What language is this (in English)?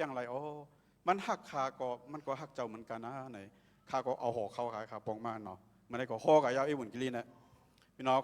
Shan